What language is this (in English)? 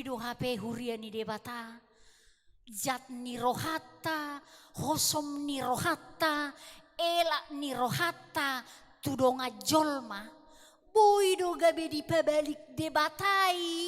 Batak Toba